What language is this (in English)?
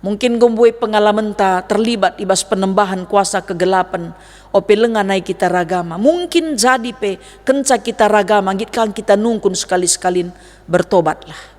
Batak Karo